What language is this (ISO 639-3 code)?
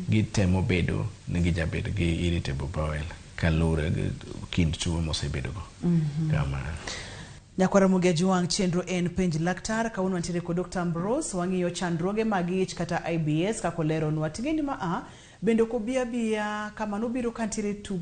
luo